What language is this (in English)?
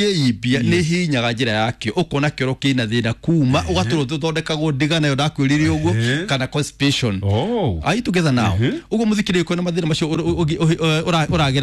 Kikuyu